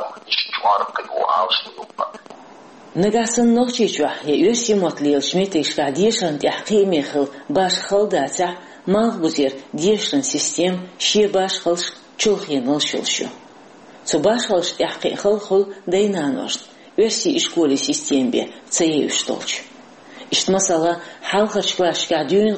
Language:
Chechen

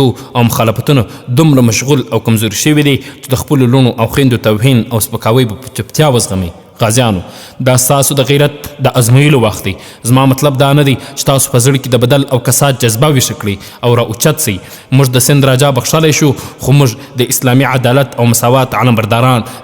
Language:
Pashto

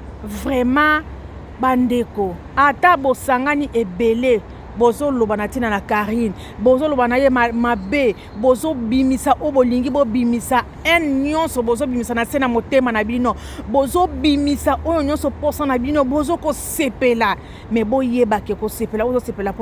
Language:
Lingala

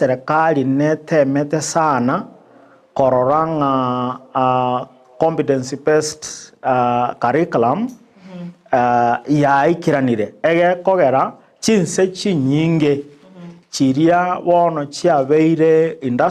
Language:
Gusii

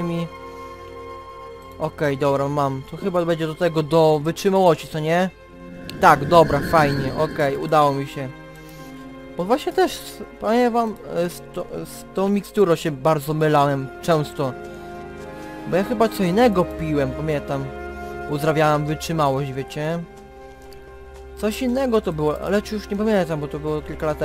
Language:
Polish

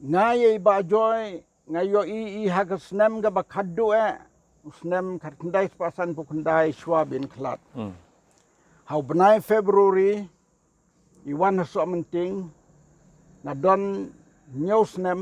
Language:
Khasi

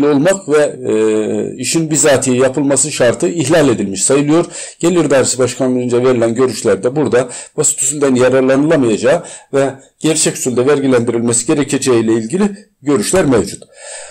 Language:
Turkish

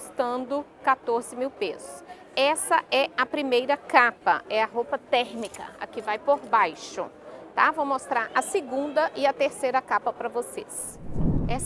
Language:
Portuguese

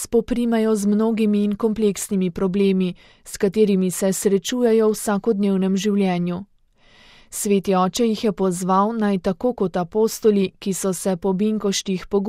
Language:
Slovenian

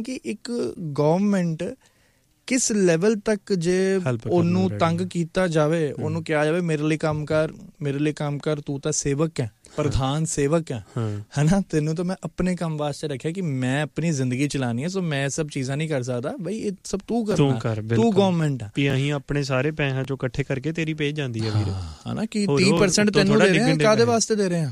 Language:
Punjabi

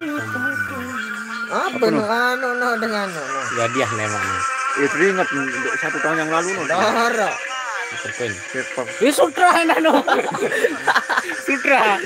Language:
Sasak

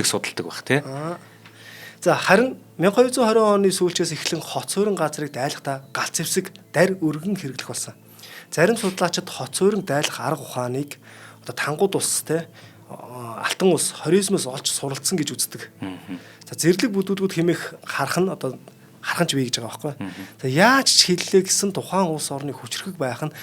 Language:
Mongolian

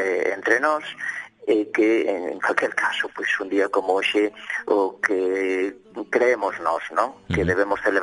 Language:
Galician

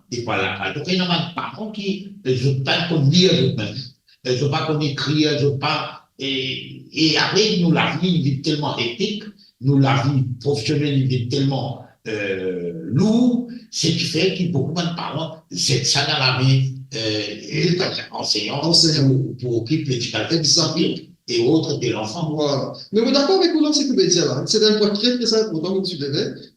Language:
Morisyen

